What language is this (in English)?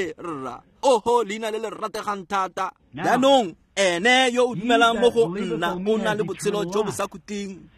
Tswana